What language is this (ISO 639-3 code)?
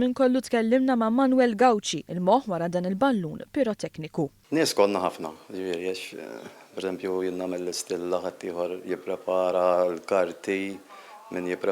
mlt